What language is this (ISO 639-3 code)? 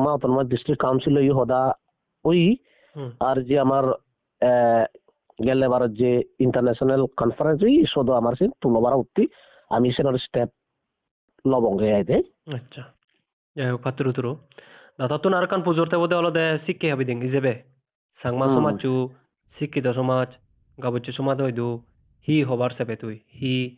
ccp